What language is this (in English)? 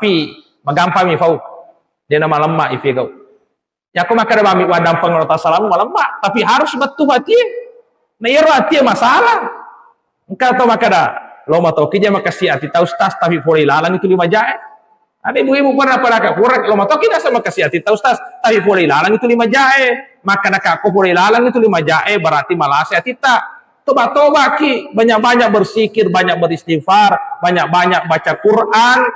Buginese